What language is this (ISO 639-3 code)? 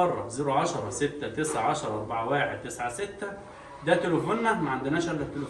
arz